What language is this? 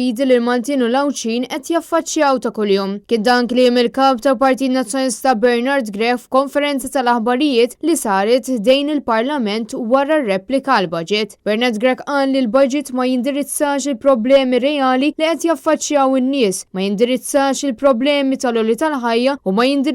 Maltese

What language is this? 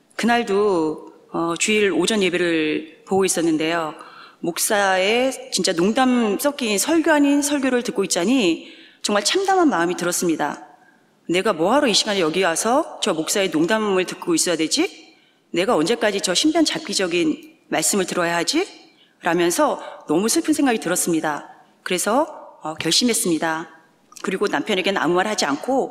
Korean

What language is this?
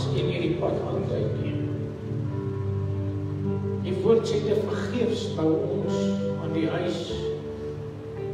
Afrikaans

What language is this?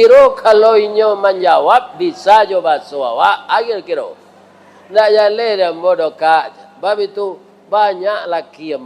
Minangkabau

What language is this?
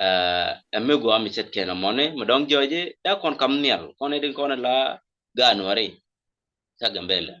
Nuer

